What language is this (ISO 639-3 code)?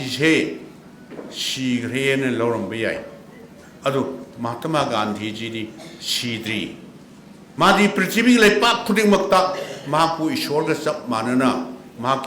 mni